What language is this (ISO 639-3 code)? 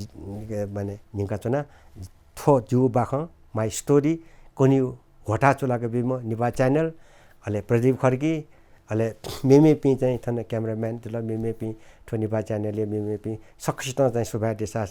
new